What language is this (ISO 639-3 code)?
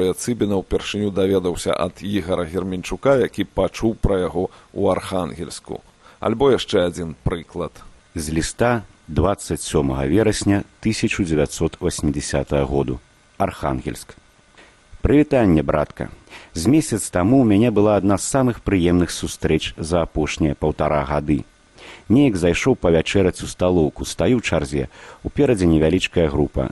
bel